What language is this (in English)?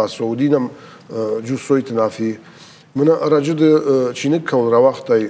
Ossetic